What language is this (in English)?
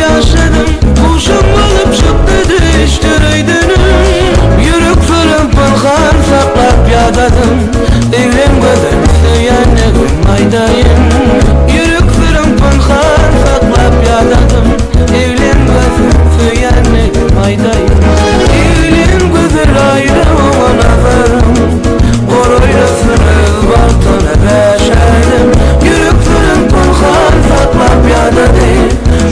Turkmen